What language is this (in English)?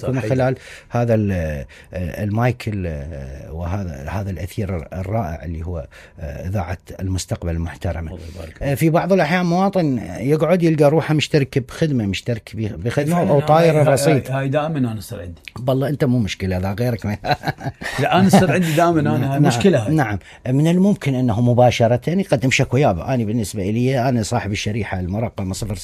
Mesopotamian Arabic